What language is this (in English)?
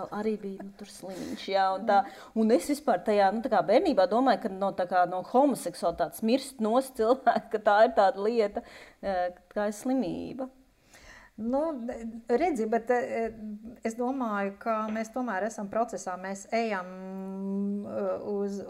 Latvian